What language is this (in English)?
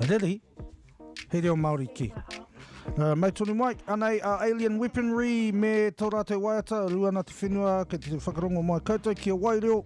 Māori